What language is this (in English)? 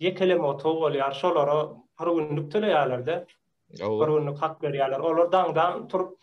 Turkmen